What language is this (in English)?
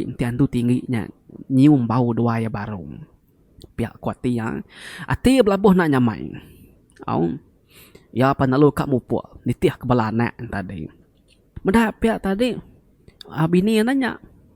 Iban